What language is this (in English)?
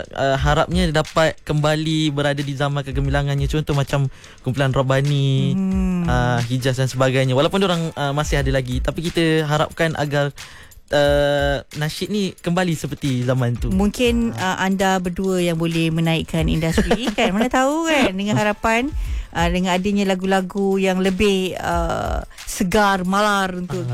Malay